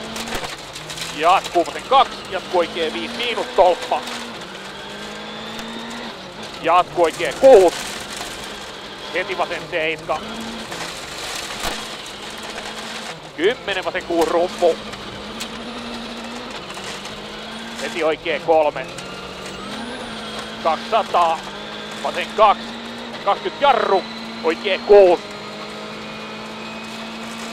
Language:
Finnish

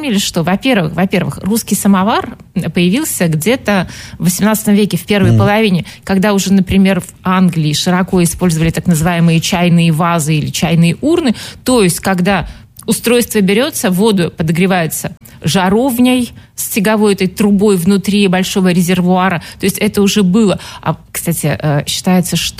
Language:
Russian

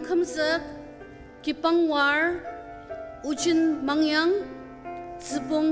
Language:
Ao Naga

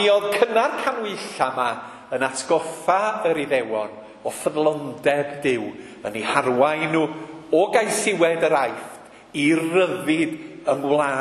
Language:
Welsh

